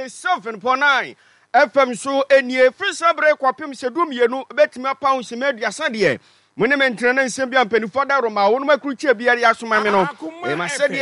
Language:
Akan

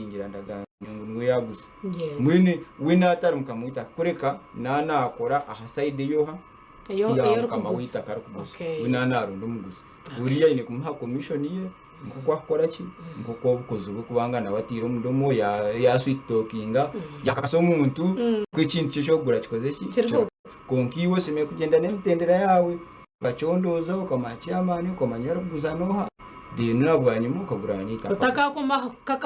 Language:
Nyankole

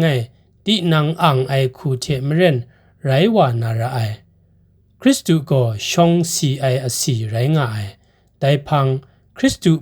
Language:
Kachin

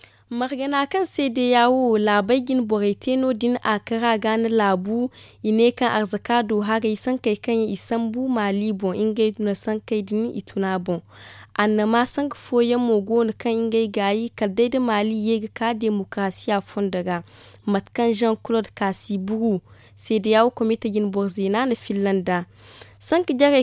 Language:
Zarma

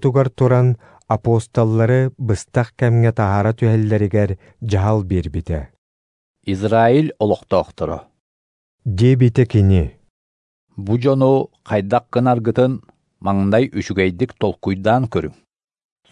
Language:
Yakut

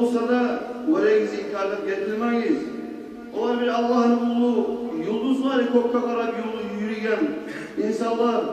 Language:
Kumyk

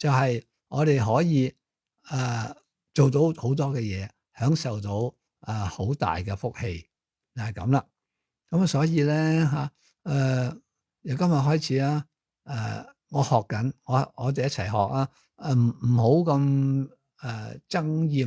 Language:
Cantonese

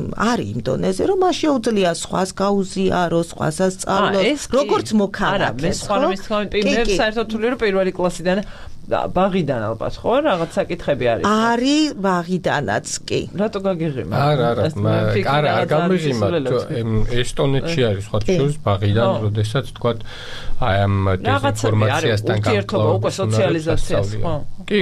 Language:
Georgian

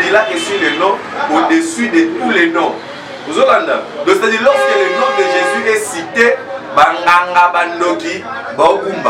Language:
Lingala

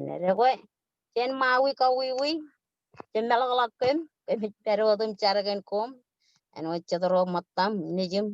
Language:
Marshallese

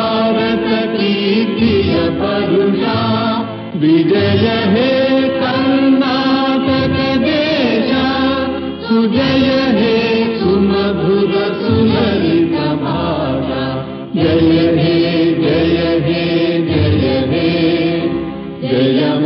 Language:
Kannada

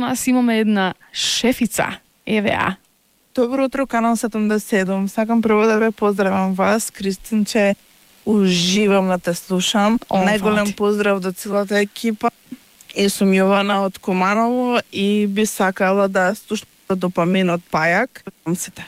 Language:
Macedonian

